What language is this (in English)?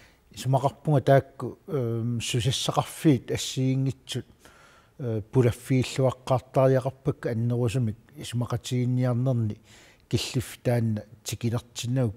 Kalaallisut